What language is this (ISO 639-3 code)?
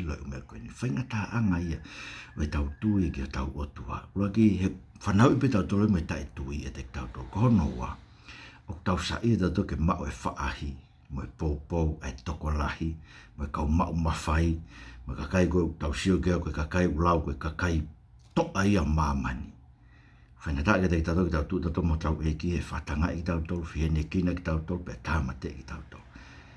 ton